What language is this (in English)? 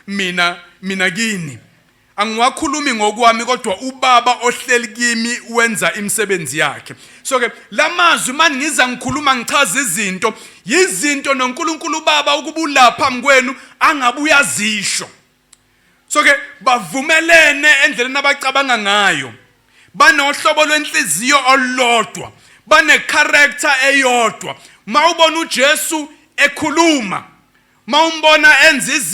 Zulu